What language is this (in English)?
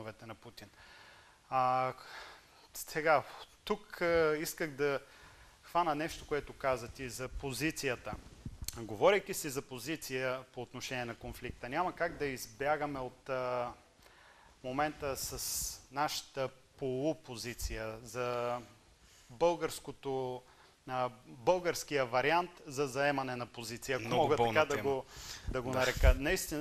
Bulgarian